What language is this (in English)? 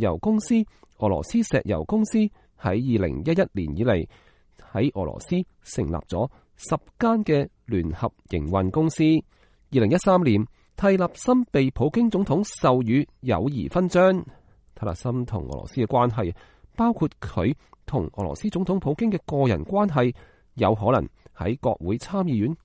Cantonese